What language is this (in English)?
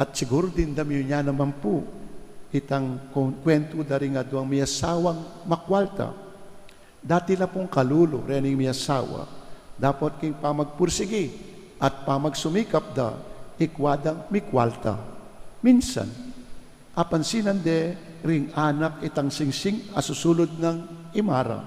Pampanga